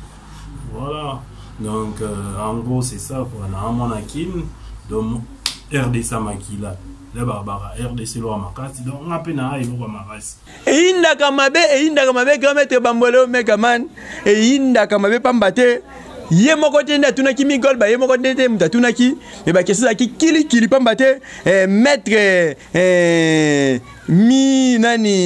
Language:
Lingala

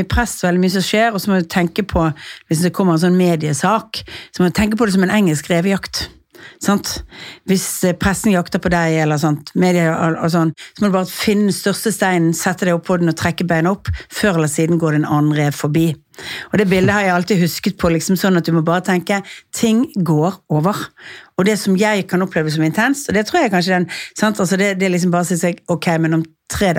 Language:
Norwegian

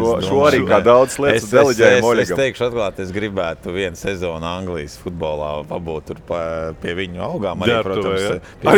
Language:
Latvian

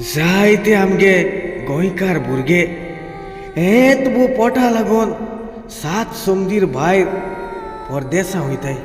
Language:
Konkani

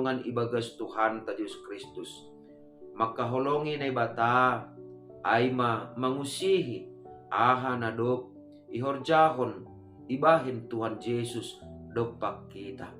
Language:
Batak Simalungun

